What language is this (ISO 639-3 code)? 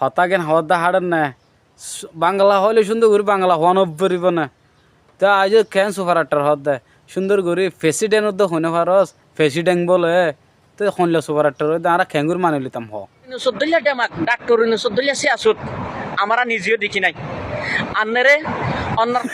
rhg